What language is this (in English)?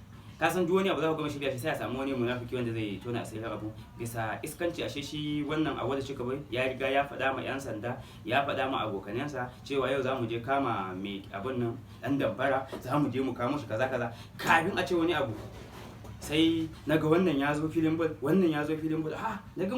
Hausa